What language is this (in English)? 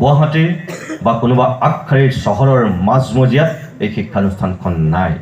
Assamese